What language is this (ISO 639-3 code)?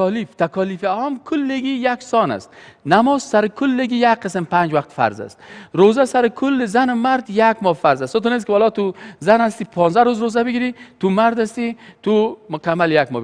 fas